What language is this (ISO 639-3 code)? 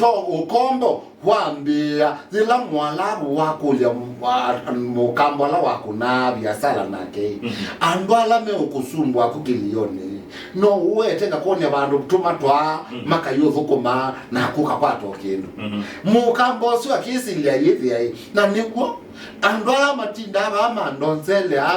kam